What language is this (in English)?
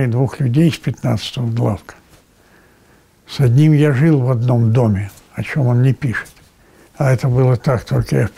Russian